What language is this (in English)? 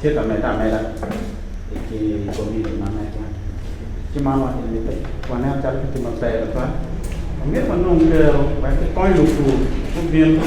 Acoli